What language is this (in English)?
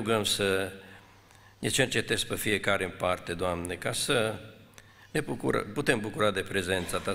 Romanian